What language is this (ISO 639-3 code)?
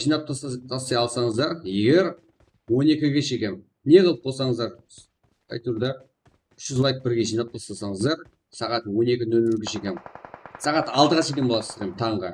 kaa